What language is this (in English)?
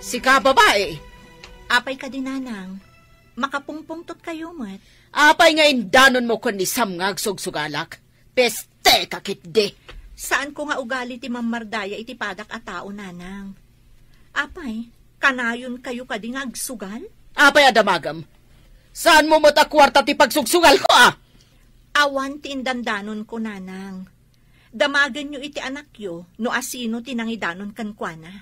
Iloko